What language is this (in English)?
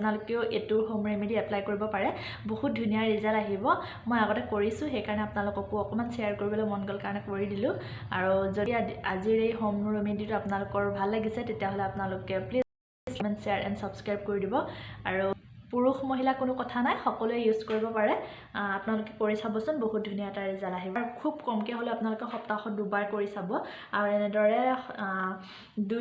Assamese